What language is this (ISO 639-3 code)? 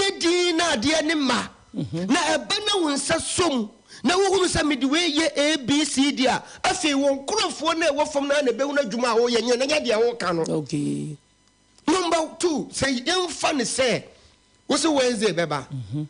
aka